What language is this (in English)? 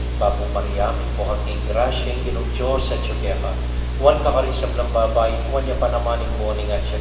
Pampanga